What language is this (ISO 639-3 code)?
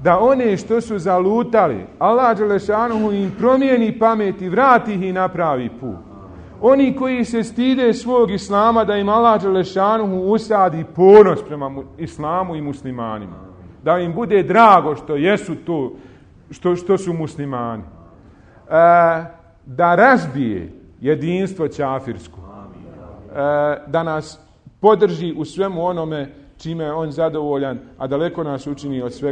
bos